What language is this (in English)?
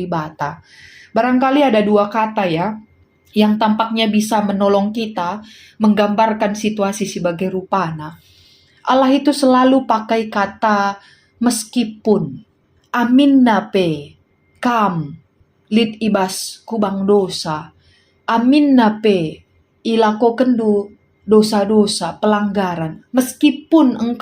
Batak Karo